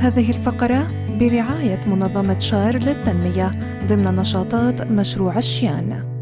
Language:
North Levantine Arabic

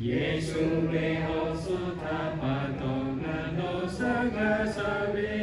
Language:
Lahu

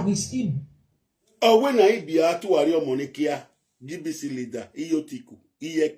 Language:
Nigerian Pidgin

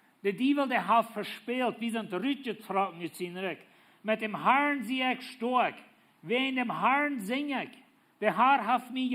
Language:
Plautdietsch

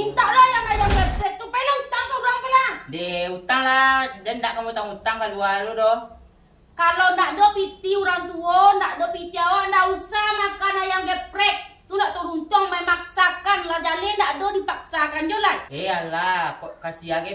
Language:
Minangkabau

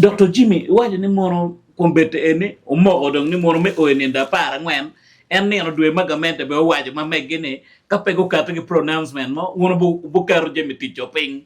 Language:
Acoli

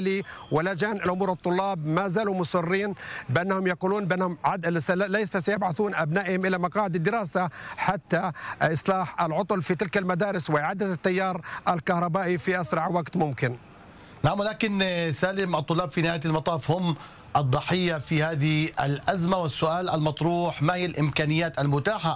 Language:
Arabic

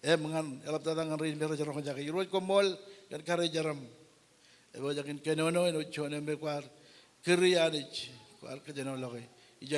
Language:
Marshallese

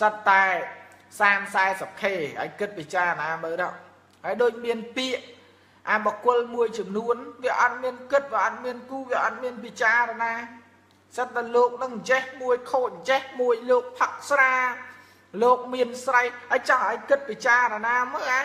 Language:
Khmer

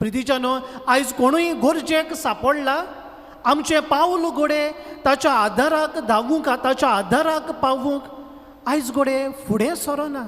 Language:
Konkani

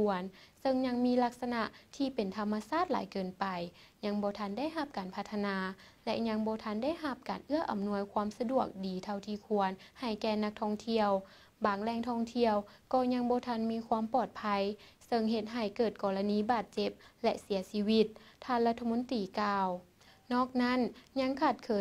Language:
Lao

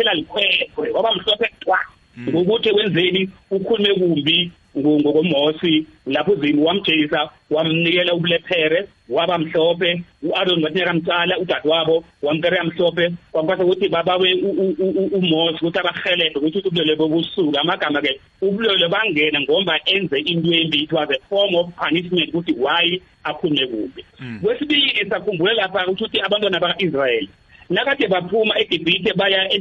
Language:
South Ndebele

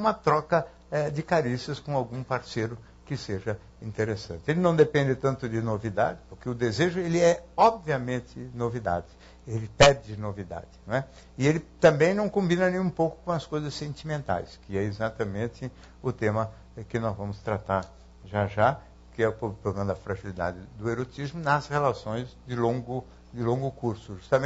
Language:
Portuguese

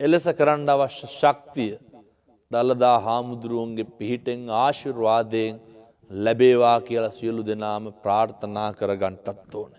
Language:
Sinhala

